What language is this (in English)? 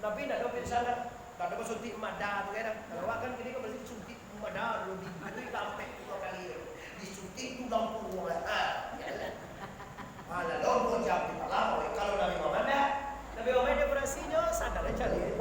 Minangkabau